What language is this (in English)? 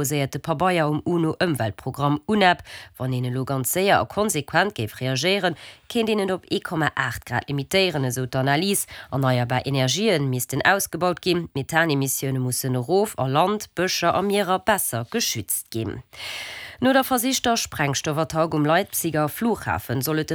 Luxembourgish